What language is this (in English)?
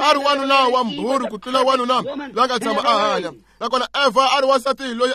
Tsonga